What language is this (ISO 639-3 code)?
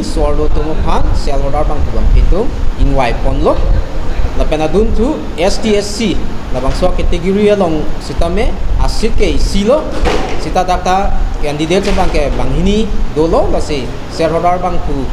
mjw